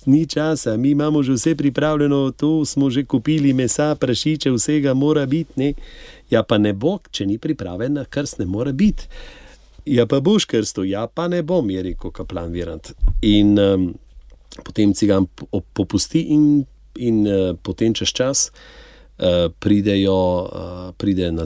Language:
Slovenian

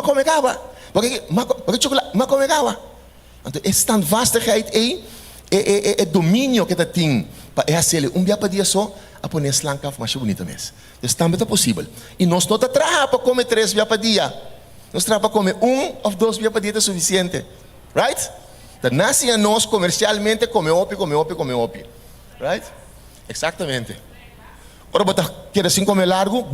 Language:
Papiamento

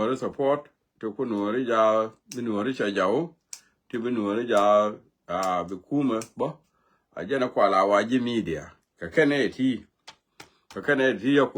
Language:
Nuer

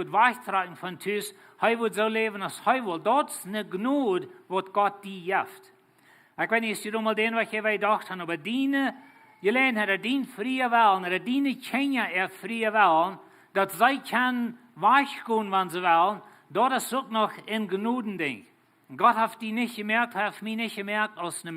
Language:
Plautdietsch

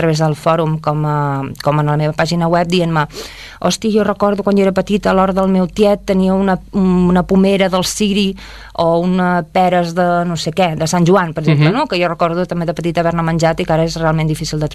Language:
Catalan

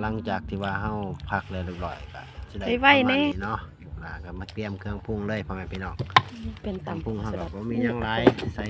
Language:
Northeastern Thai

